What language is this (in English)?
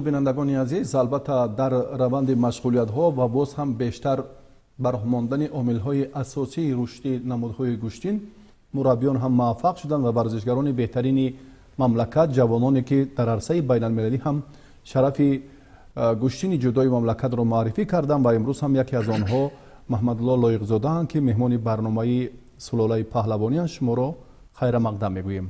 Tajik